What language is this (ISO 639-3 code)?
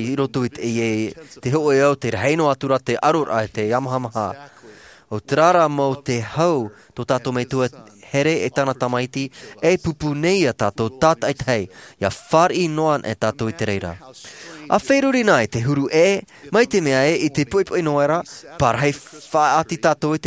tah